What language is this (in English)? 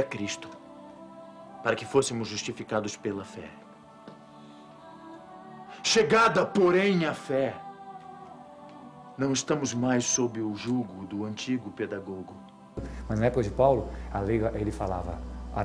Portuguese